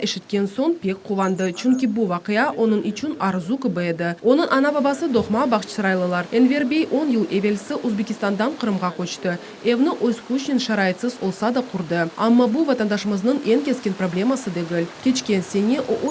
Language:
Crimean Tatar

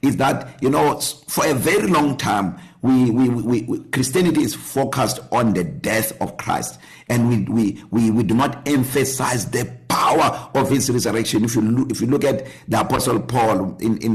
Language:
English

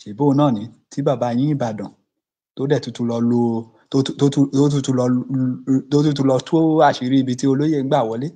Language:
Yoruba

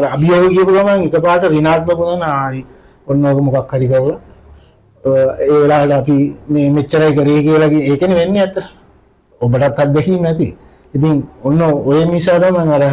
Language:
Sinhala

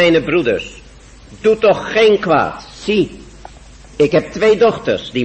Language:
Dutch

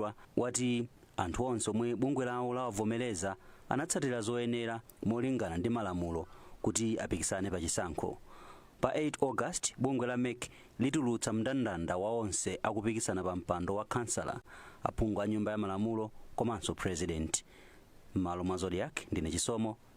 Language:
Nyanja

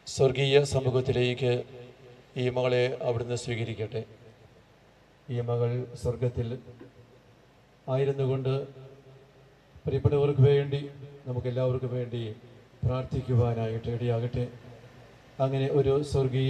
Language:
Malayalam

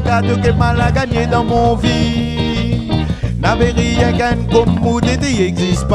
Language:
Réunion Creole French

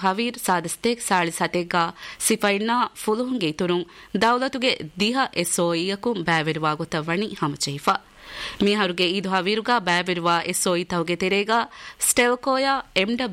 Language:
Divehi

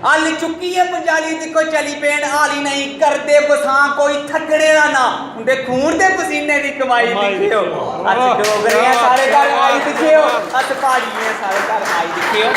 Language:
Dogri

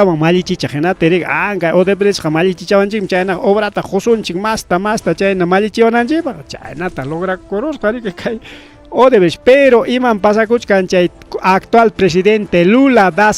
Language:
Ayacucho Quechua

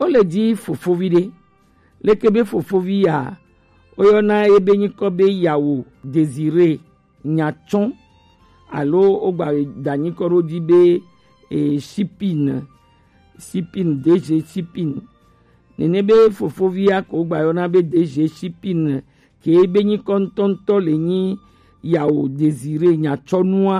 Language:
Gen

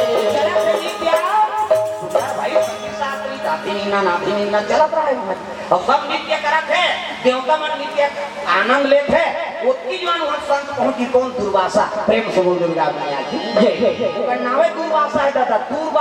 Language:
Chhattisgarhi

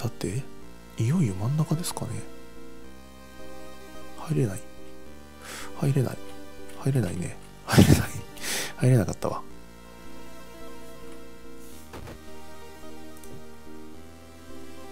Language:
Japanese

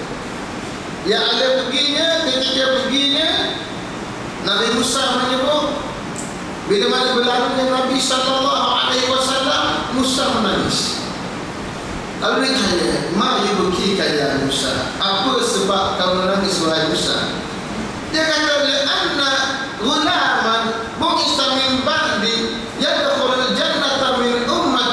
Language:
Malay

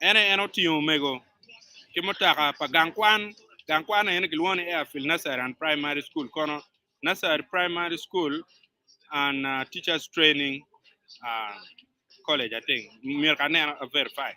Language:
Acoli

